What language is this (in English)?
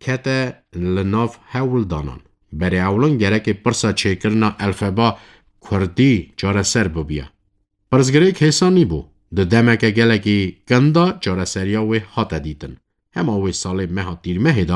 Kurdish